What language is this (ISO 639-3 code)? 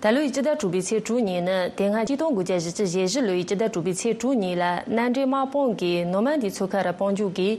bod